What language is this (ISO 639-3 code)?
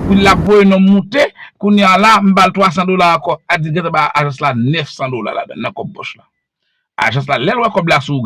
hat